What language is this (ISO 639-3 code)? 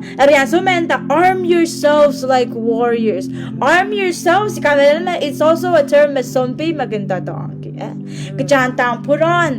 pon